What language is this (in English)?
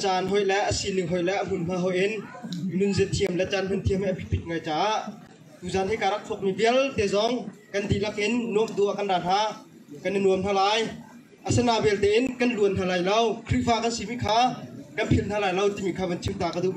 Hakha Chin